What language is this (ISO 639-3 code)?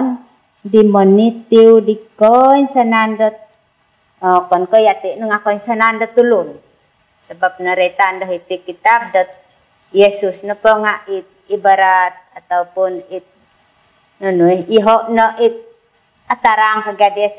dtp